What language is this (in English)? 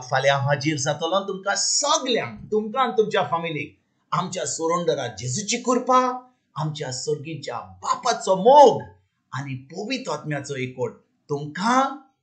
Konkani